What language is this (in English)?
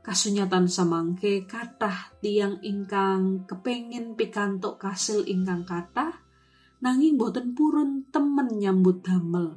Javanese